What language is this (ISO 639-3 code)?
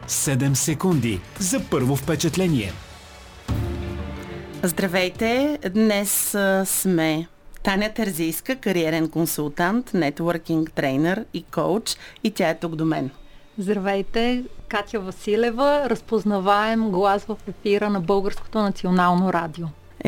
bul